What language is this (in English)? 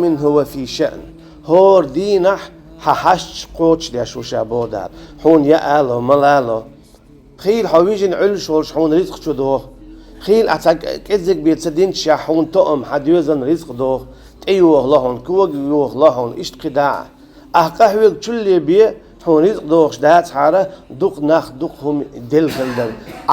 Chechen